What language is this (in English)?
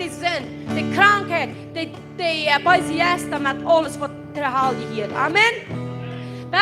Plautdietsch